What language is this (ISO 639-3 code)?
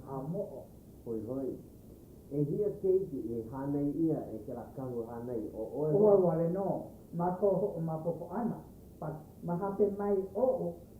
haw